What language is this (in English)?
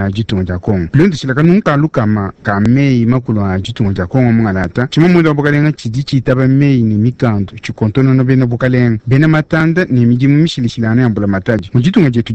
Luba-Lulua